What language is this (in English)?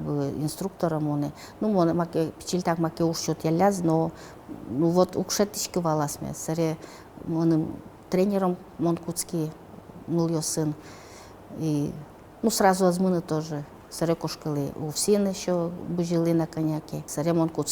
Udmurt